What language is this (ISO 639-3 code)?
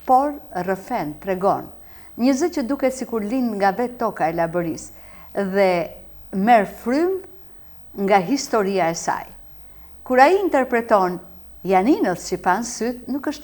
sqi